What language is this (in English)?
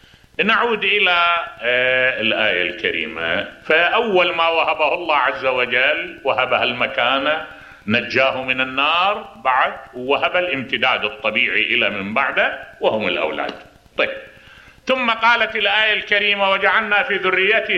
Mesopotamian Arabic